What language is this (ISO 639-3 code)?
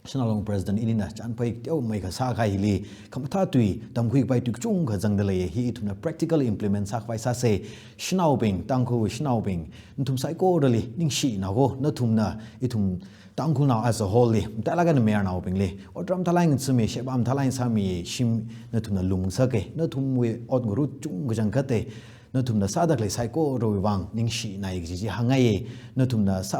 nmf